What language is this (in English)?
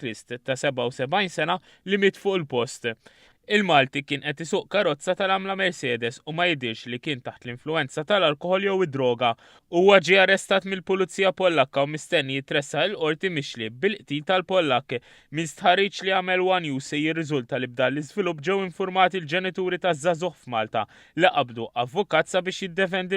Maltese